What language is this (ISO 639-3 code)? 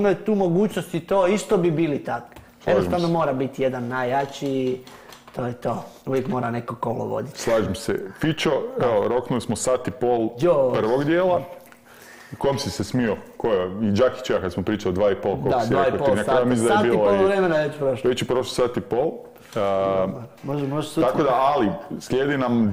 hrv